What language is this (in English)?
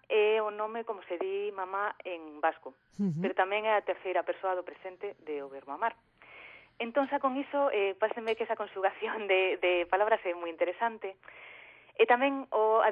Galician